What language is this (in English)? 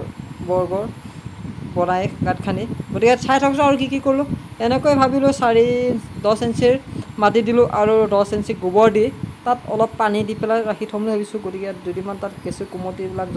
Assamese